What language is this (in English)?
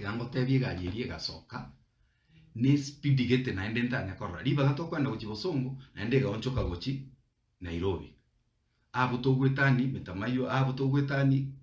Gusii